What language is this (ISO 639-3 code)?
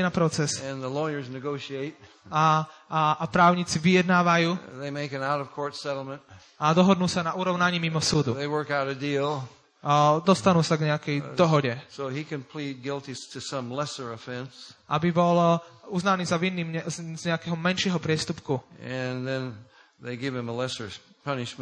slk